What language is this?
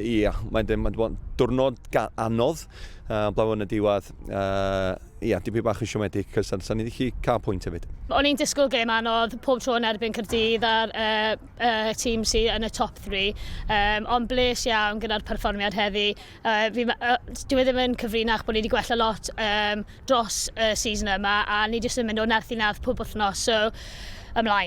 Welsh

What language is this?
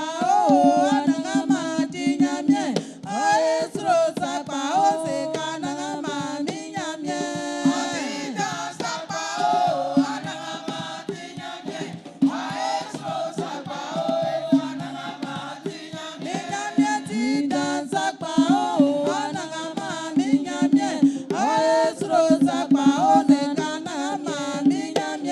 Baoulé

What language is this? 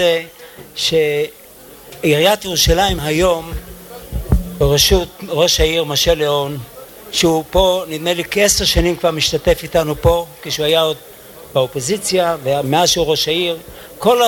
Hebrew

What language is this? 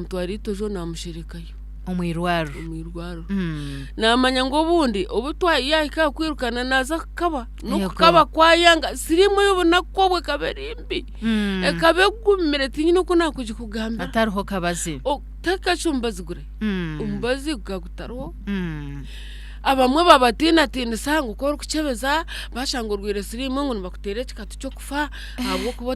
Nyankole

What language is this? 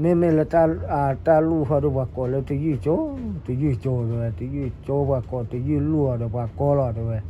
S'gaw Karen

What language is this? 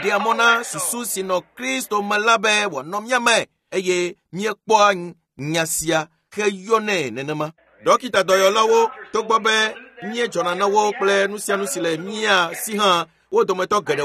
Ewe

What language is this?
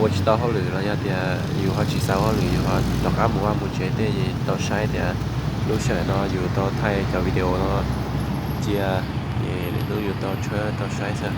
Hmong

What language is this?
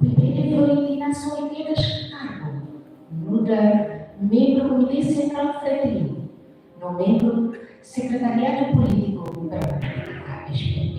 Tetum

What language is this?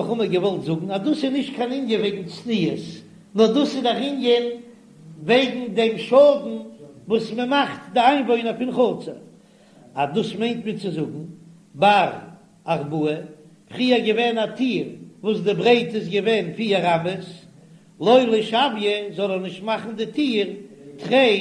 Yiddish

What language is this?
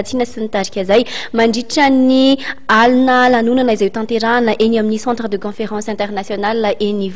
Malagasy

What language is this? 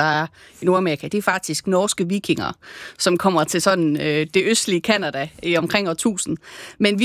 Danish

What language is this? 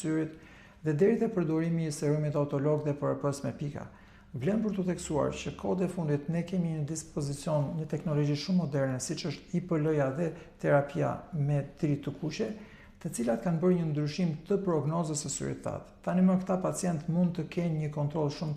Albanian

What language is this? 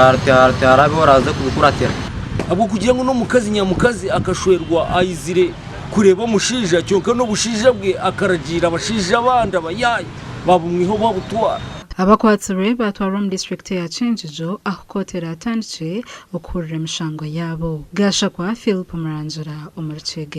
Nyankole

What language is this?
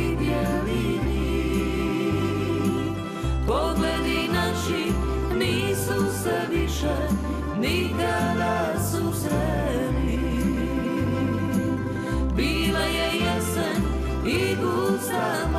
Croatian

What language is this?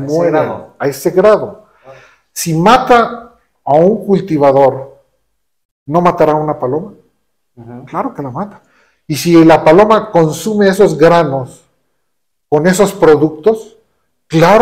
Spanish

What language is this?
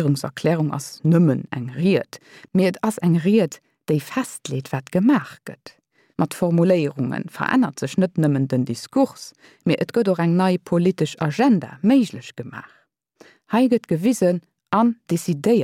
Luxembourgish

